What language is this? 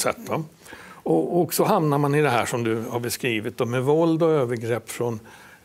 Swedish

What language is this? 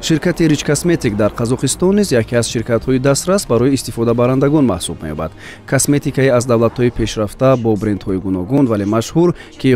Tajik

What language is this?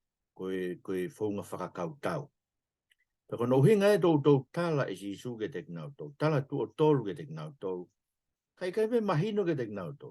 Tongan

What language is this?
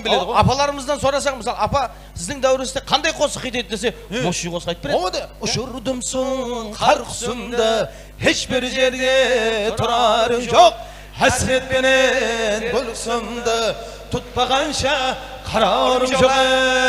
Kara-Kalpak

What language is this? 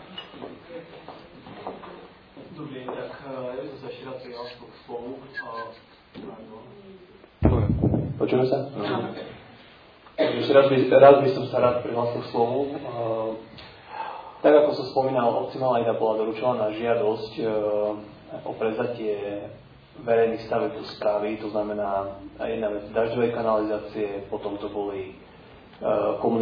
Slovak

